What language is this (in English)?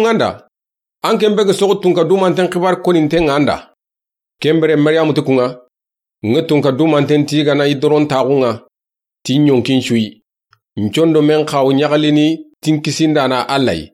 Soninke